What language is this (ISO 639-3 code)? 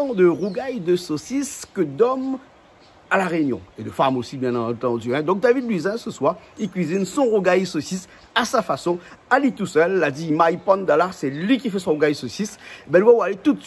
rcf